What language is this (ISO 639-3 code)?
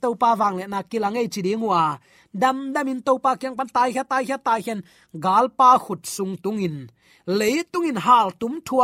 ctd